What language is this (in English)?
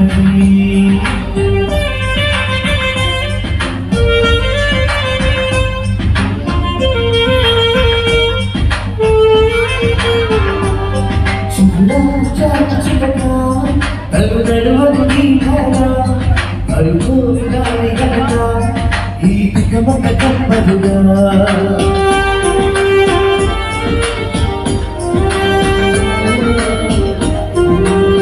Telugu